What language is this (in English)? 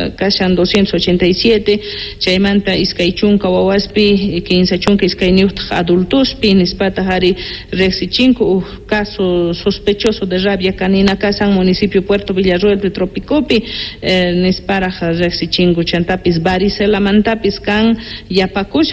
South Bolivian Quechua